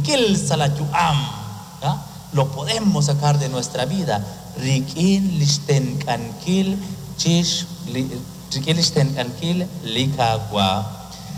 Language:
Kekchí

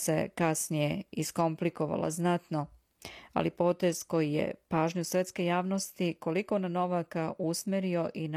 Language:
Serbian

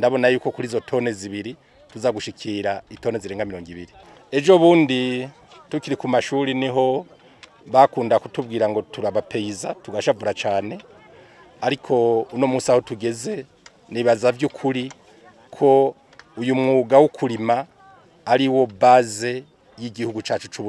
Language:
Rundi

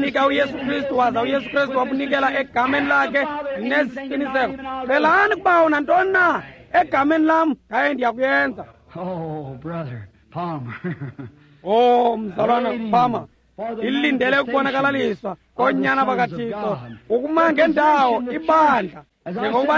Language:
Xhosa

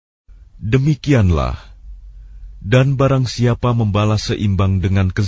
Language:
Indonesian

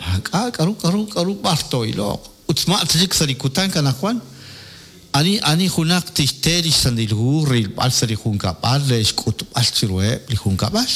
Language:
Kekchí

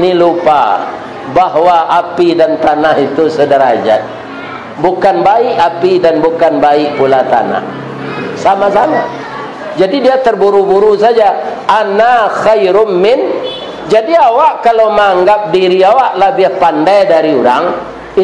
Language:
Minangkabau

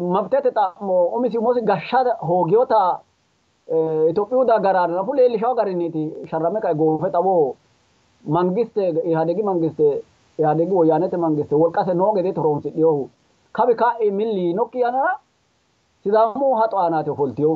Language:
Sidamo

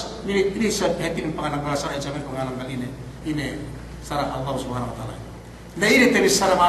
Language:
Yakan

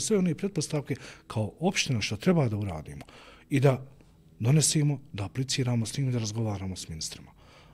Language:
Bosnian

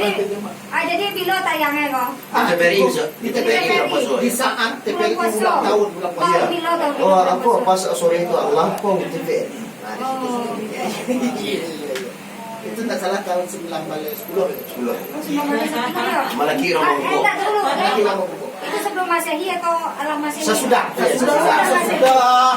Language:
Minangkabau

